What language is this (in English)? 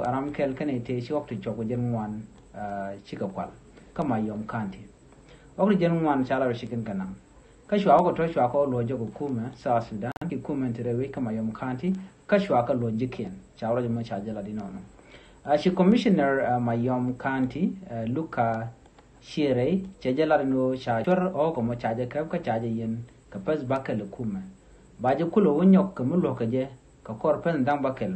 Nuer